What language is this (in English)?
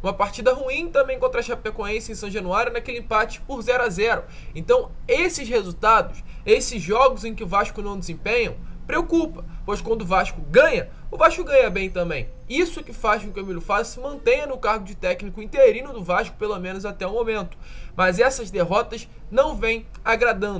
Portuguese